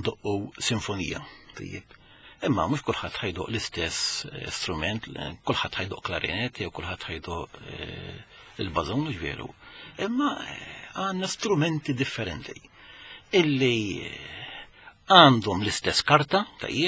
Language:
Maltese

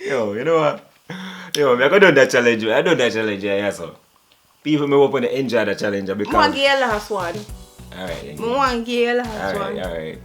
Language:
Jamaican Creole English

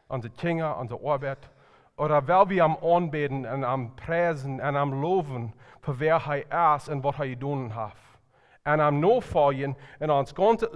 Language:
Plautdietsch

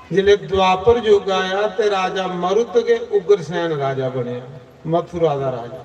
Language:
Dogri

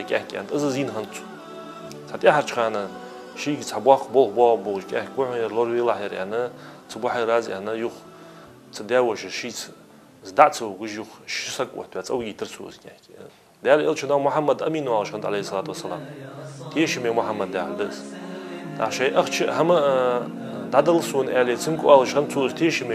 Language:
Ingush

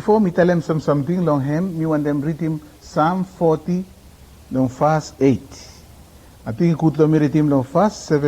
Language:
Bislama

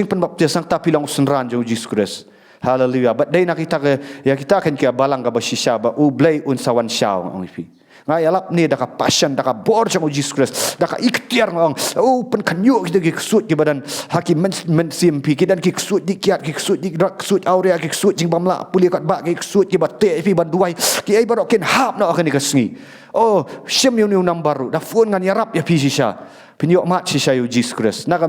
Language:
Khasi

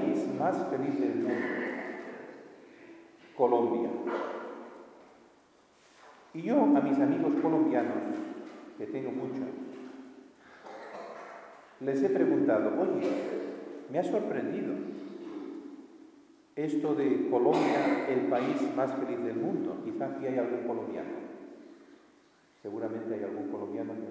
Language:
Spanish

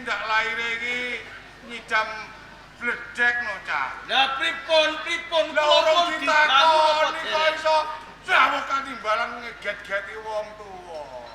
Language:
Javanese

